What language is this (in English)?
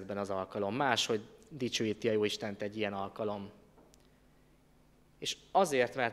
Hungarian